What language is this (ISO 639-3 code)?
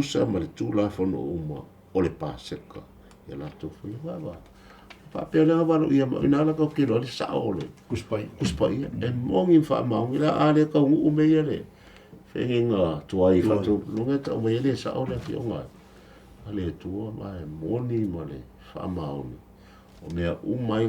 smo